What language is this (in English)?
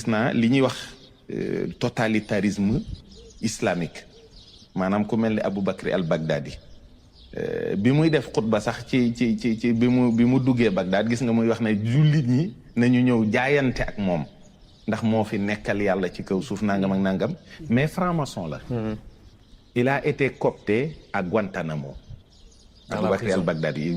Wolof